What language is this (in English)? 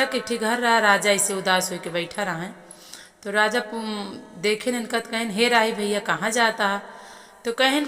Awadhi